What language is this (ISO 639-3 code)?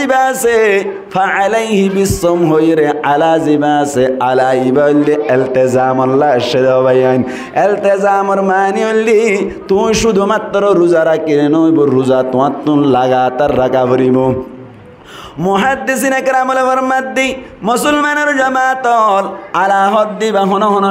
rhg